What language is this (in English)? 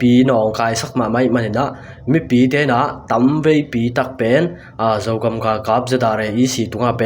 Tedim Chin